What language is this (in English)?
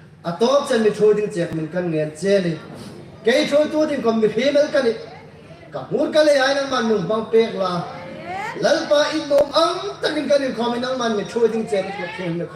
Hmar